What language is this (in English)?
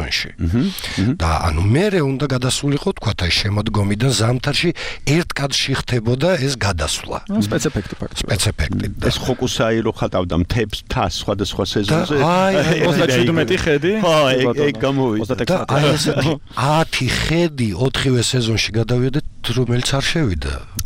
Georgian